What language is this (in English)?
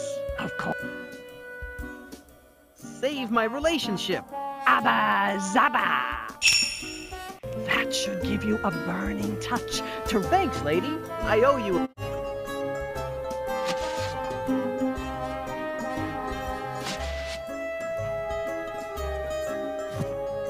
English